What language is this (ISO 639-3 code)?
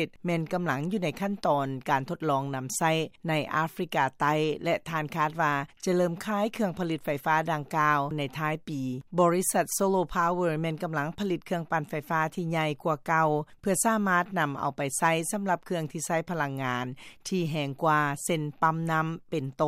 lao